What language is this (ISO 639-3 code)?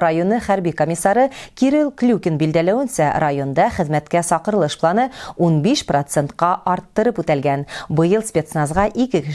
bak